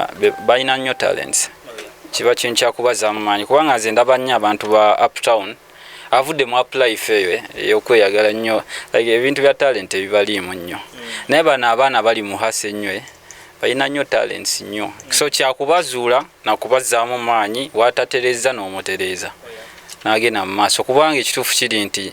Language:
Ganda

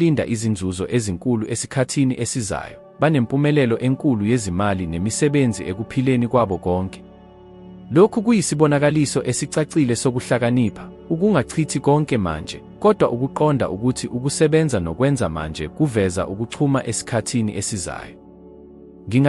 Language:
Zulu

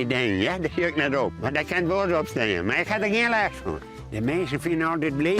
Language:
Western Frisian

